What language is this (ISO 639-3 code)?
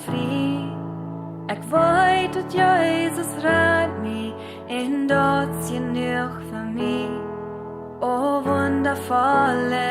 pdt